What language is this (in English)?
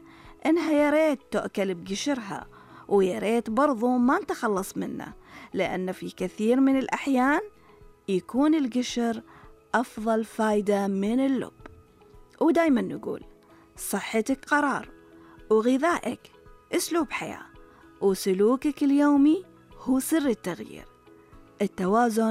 Najdi Arabic